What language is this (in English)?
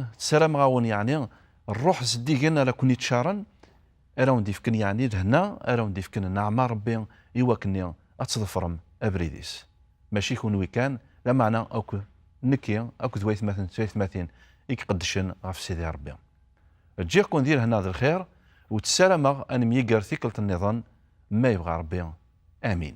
Kabyle